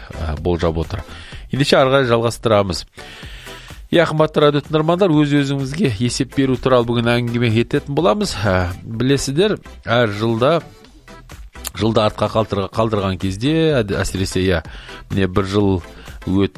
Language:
Kazakh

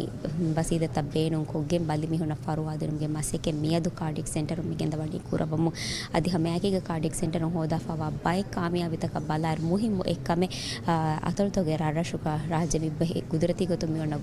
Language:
Divehi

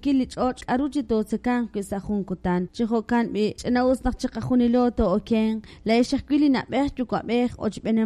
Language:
Kekchí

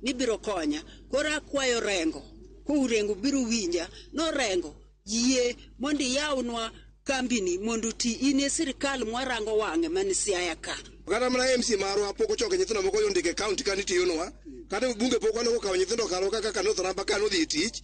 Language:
Luo (Kenya and Tanzania)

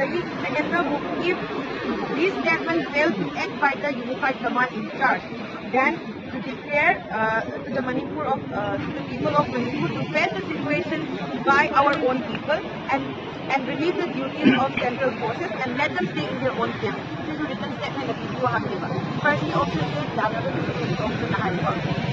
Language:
Manipuri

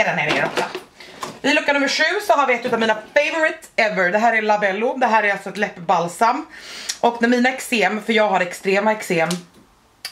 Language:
Swedish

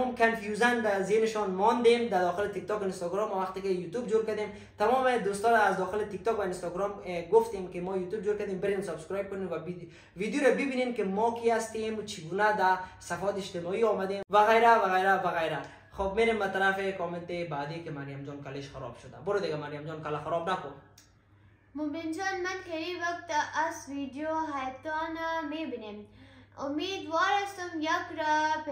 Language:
Persian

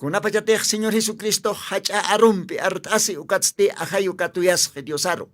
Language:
Aymara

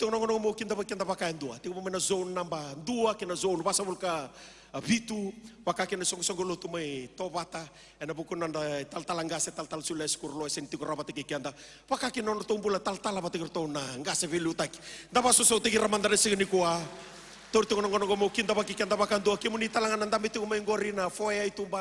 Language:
Fijian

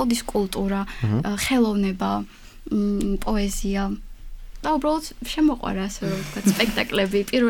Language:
Georgian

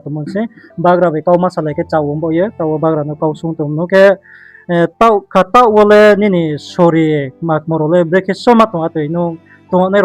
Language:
Riang (India)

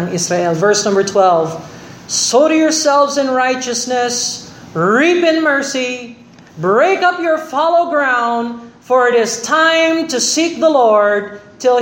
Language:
Filipino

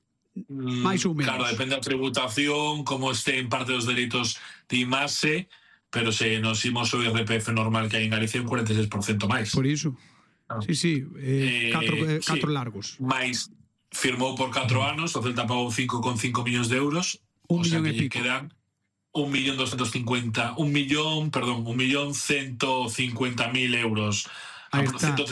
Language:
Galician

